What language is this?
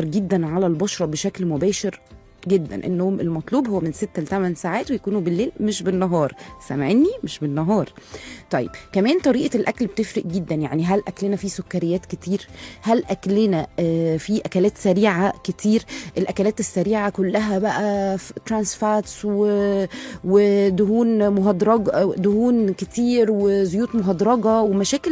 Egyptian Arabic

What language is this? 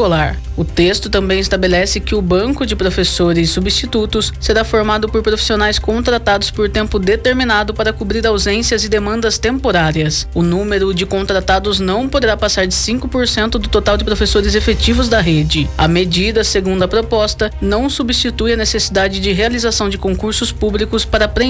Portuguese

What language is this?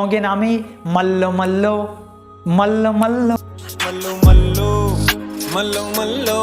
Baluchi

